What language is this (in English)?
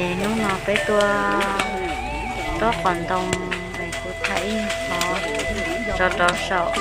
Hmong